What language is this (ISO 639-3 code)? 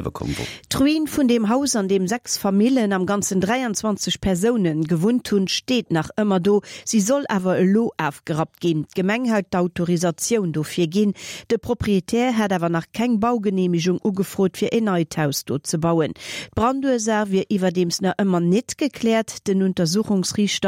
ltz